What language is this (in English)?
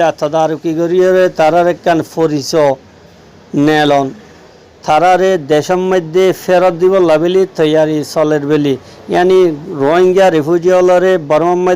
Rohingya